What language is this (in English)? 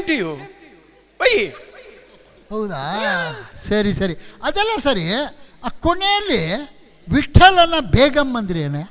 Kannada